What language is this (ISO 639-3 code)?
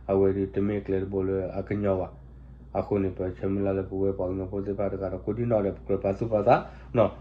ksw